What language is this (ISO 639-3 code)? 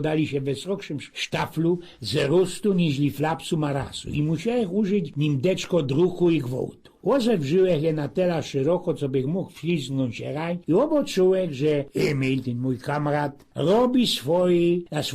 szl